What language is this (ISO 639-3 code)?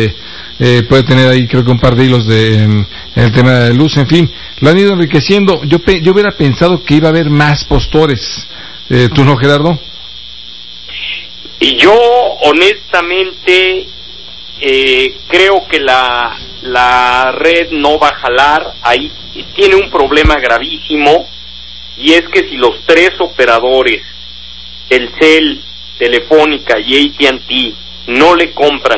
spa